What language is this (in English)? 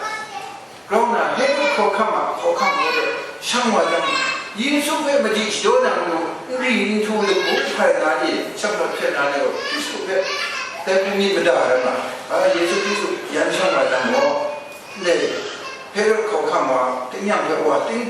Kachin